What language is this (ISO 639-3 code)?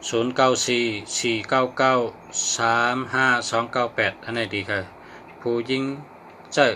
shn